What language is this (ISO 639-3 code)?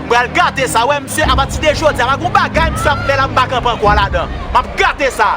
hat